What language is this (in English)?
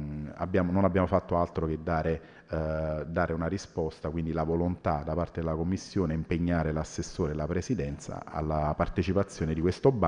Italian